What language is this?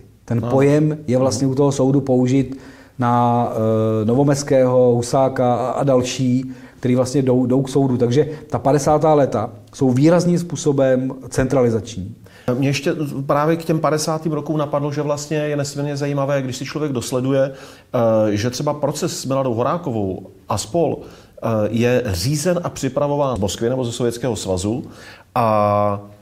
Czech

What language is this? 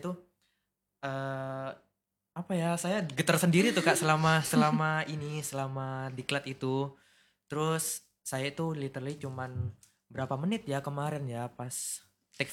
Indonesian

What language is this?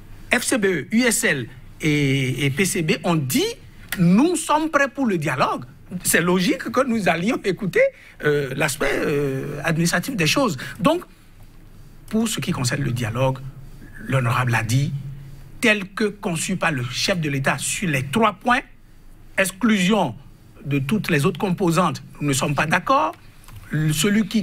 French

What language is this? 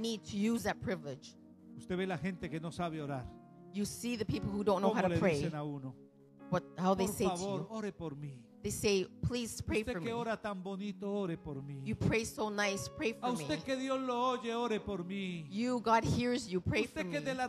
Spanish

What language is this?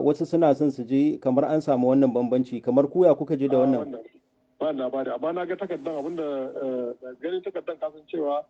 Hausa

